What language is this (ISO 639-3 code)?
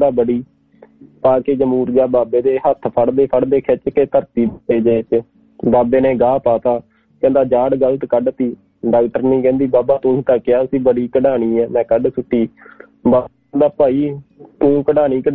pan